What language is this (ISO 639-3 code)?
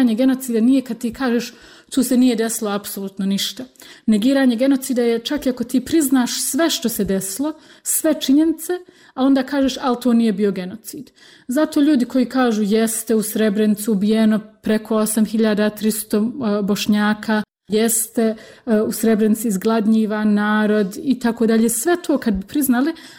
bos